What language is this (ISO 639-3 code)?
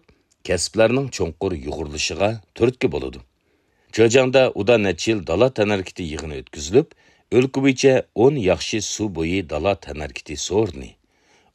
uig